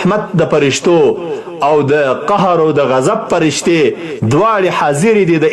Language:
Pashto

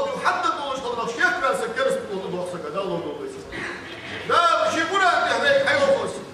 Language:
Ingush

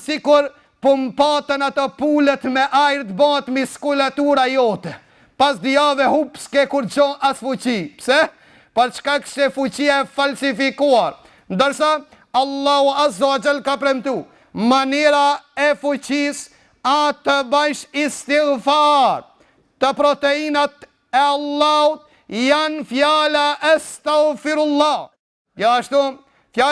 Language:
Albanian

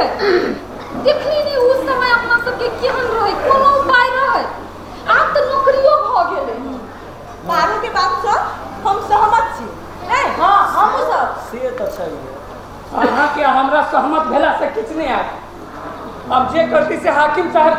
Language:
Maithili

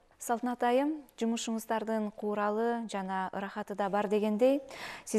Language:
Kyrgyz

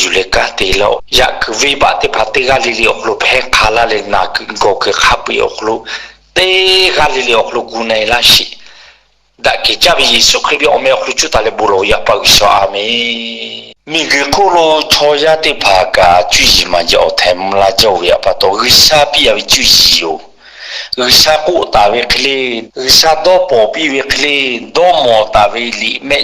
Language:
Lahu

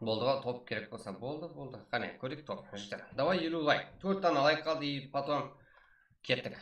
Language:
Kara-Kalpak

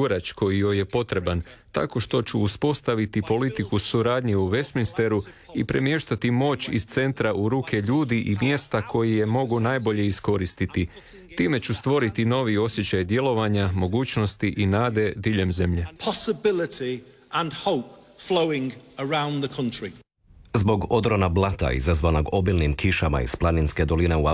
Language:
Croatian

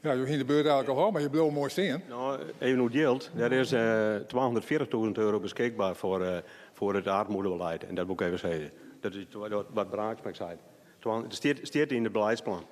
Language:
Western Frisian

